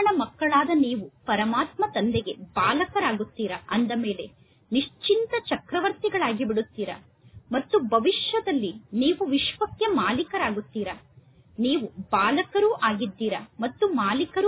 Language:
Kannada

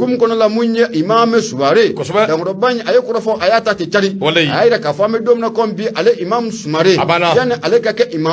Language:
Bambara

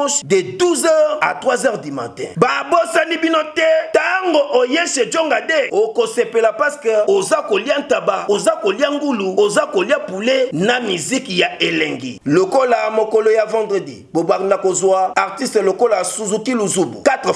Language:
Lingala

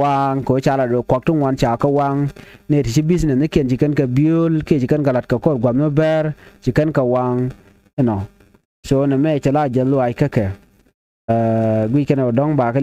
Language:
Nuer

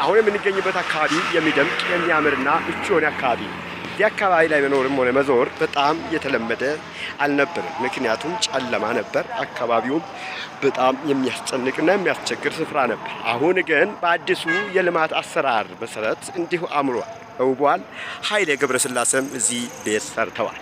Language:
Amharic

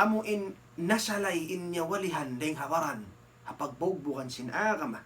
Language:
Tausug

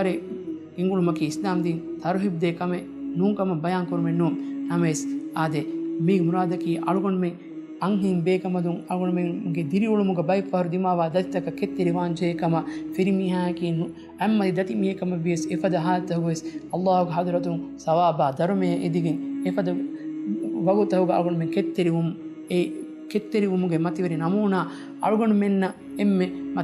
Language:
Divehi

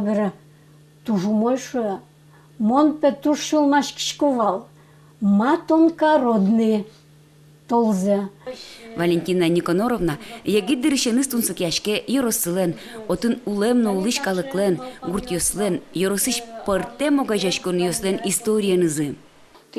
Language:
Udmurt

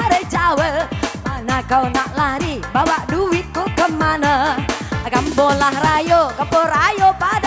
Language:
Minangkabau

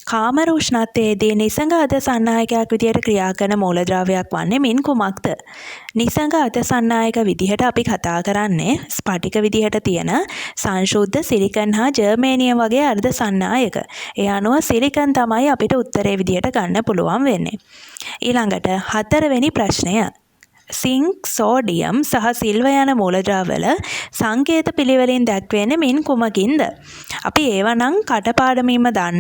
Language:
Sinhala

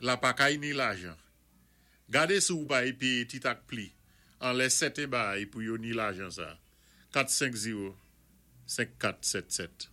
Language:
Saint Lucian Creole French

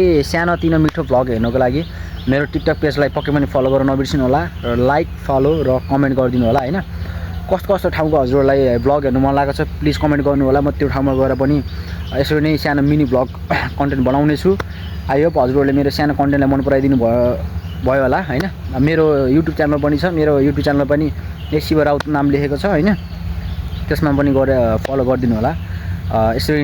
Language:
Nepali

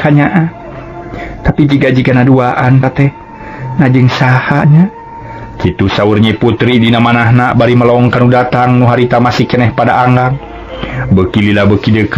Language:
Sundanese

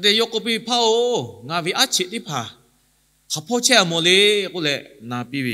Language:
Lahu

